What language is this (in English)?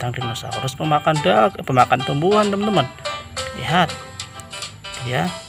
Indonesian